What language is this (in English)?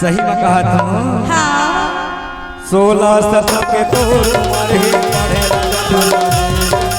Chhattisgarhi